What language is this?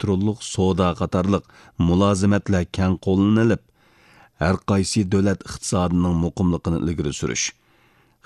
Uyghur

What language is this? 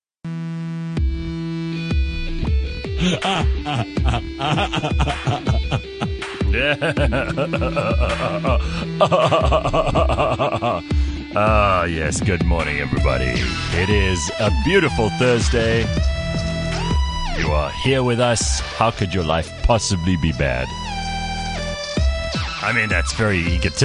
English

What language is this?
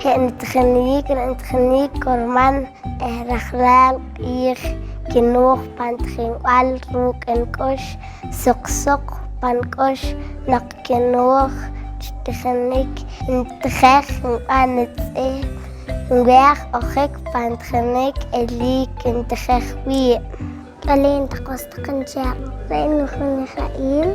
Poqomchi'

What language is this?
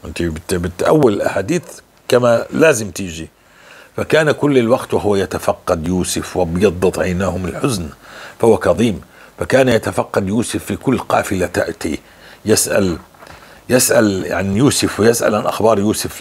North Levantine Arabic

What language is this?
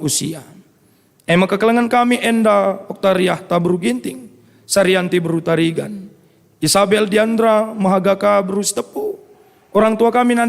Batak Karo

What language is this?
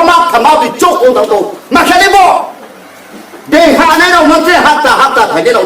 Riang (India)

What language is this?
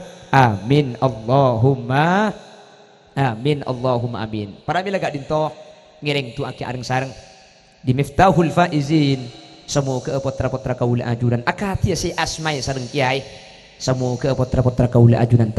Madurese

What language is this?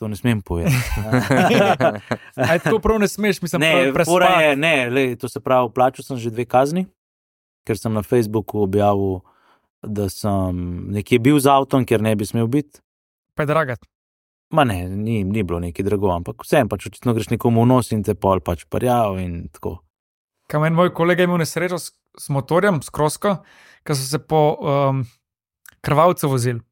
Slovenian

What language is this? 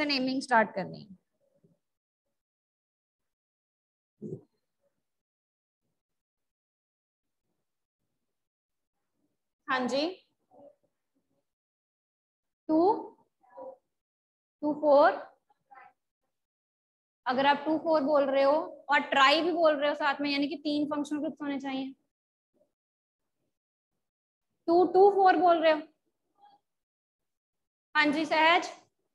Hindi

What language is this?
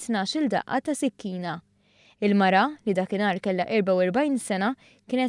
Maltese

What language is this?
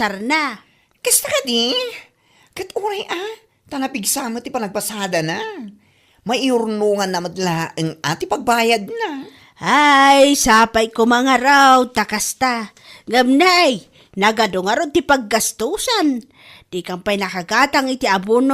Iloko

